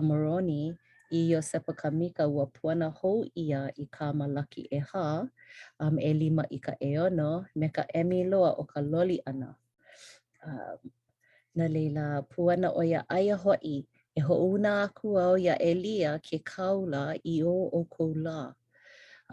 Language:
Hawaiian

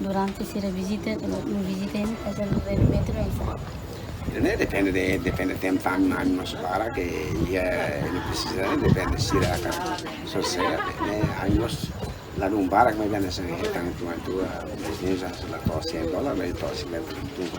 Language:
Tetum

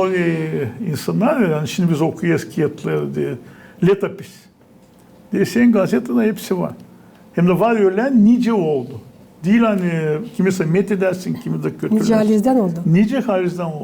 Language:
Gagauz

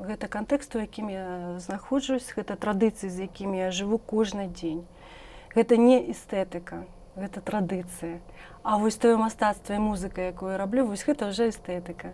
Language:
Belarusian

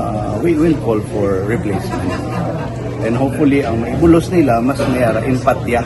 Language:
Hiligaynon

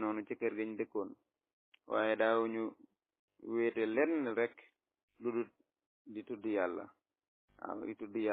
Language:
Wolof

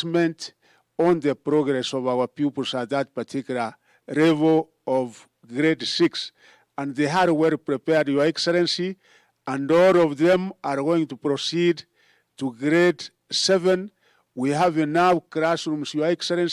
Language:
Kamba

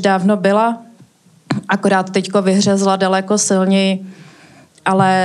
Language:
Czech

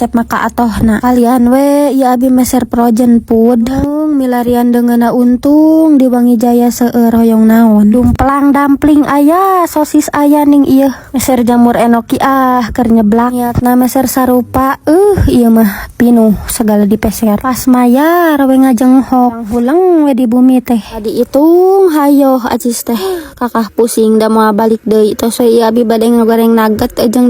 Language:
Sundanese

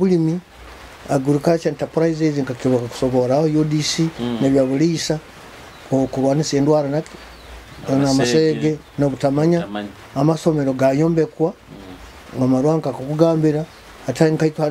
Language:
Nyoro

